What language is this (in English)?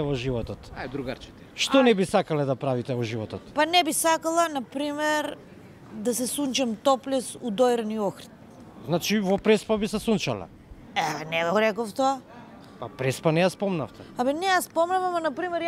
Macedonian